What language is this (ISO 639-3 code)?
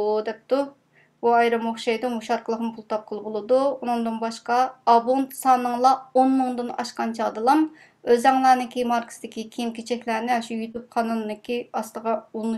uig